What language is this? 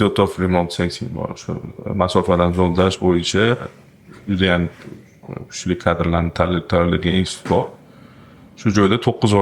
Uzbek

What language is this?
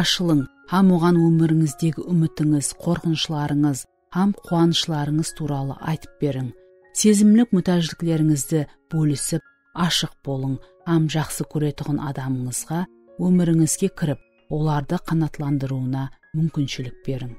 Kara-Kalpak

